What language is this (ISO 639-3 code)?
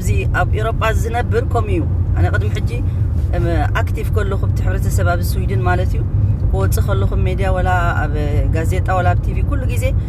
tir